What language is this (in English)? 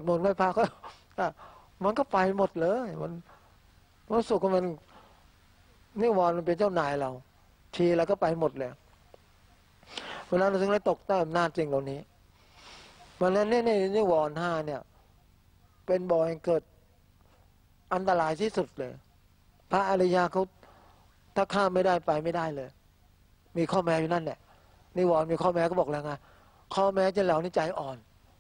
Thai